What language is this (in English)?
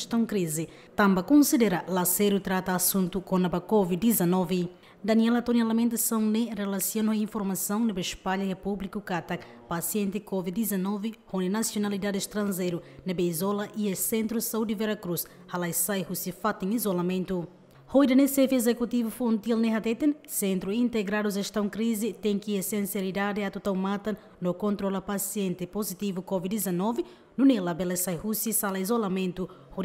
Tetum